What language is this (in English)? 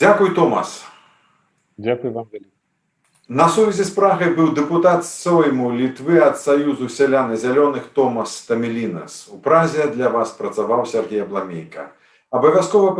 Belarusian